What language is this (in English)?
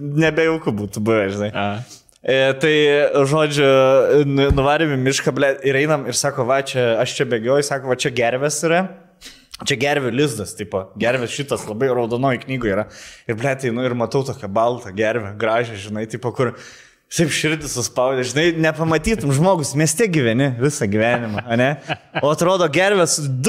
Lithuanian